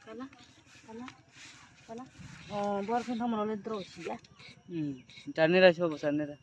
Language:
Kok Borok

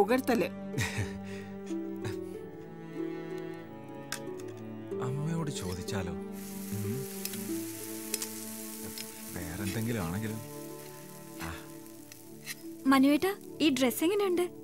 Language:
Malayalam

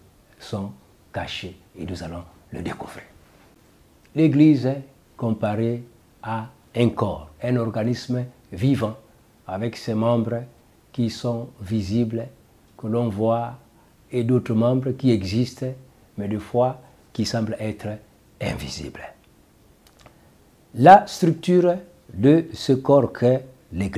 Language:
French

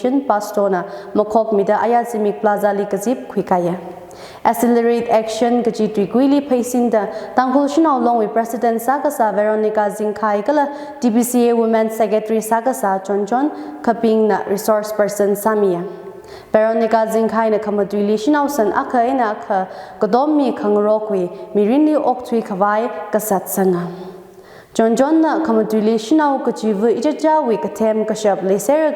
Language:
Tangkhul Naga (India)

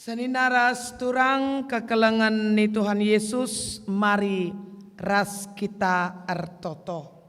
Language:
Batak Karo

